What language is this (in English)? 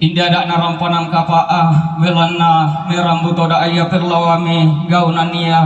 Toraja-Sa'dan